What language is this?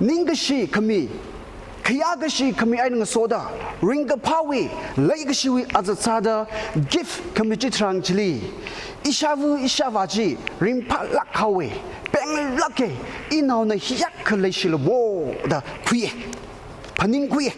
Tangkhul Naga (India)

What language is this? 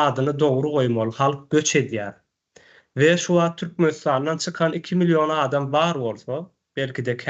Turkmen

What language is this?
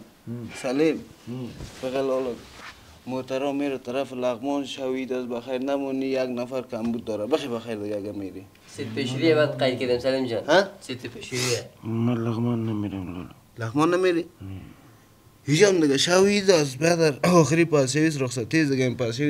Persian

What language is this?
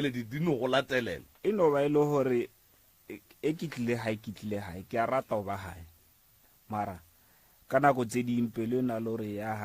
Northern Sotho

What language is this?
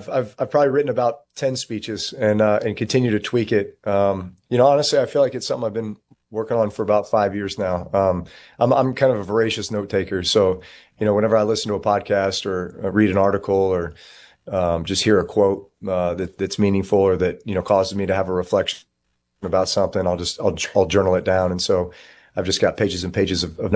English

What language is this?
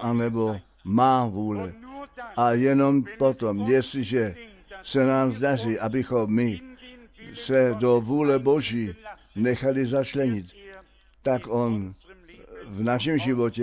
Czech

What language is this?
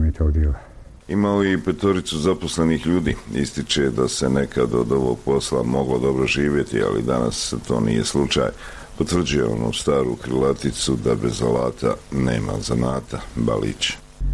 Bosnian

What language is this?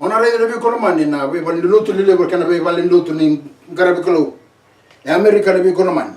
Fijian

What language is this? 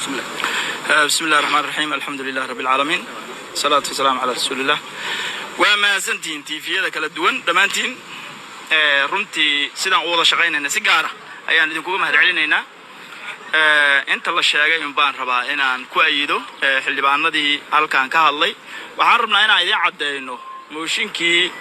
Somali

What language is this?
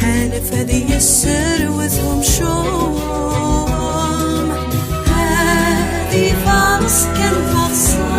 Kabyle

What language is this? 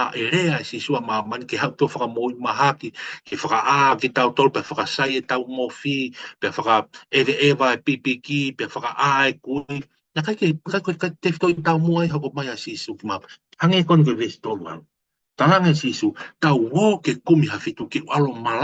Tongan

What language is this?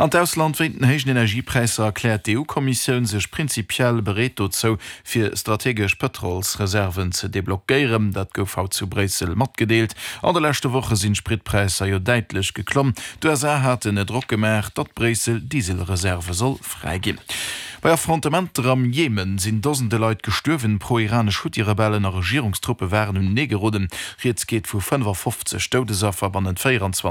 Luxembourgish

